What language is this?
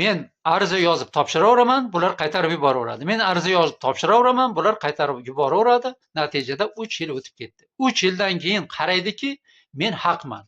Uzbek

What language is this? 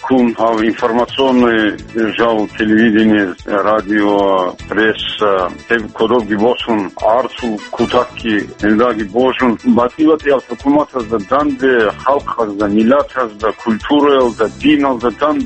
Avaric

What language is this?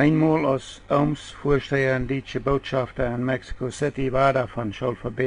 Plautdietsch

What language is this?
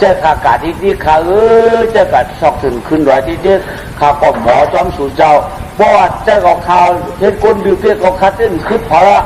Shan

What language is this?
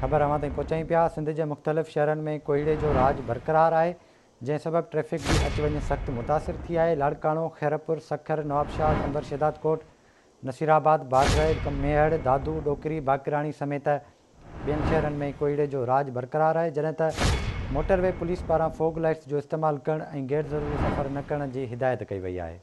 Sindhi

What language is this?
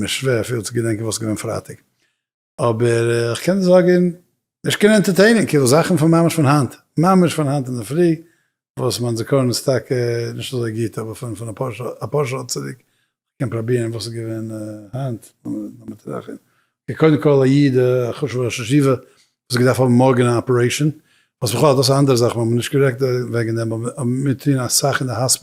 Yiddish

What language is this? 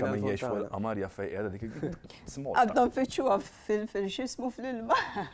Maltese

